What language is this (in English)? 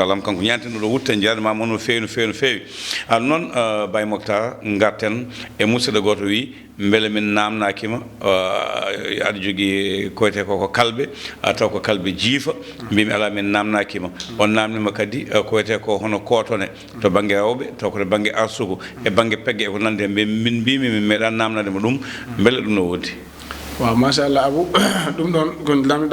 Fula